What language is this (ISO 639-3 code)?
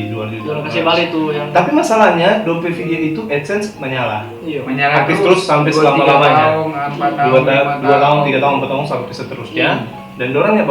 xmm